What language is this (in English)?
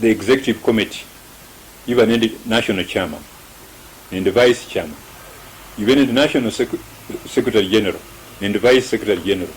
Luyia